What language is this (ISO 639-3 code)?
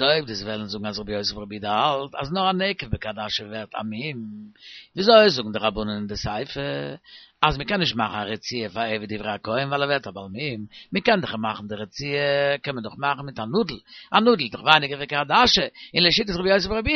yid